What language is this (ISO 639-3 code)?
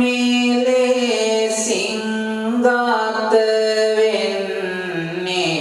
sin